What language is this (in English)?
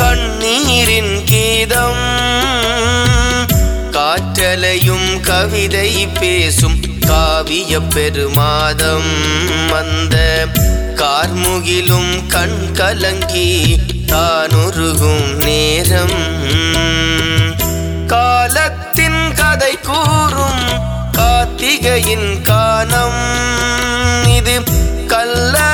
Tamil